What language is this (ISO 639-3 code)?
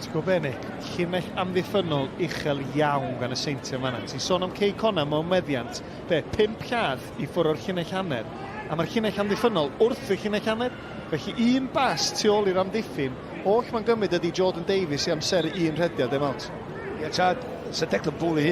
cym